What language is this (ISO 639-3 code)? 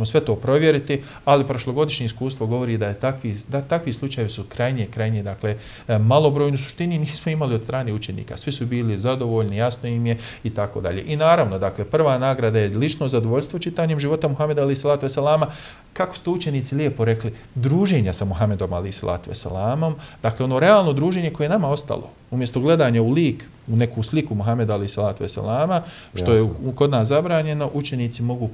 bos